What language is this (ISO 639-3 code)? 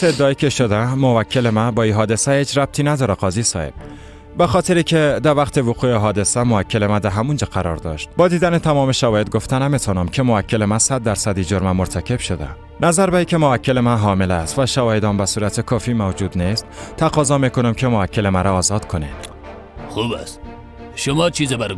fas